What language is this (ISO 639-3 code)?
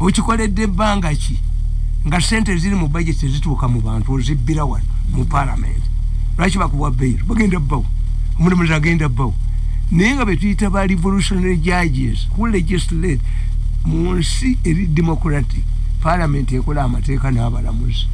lug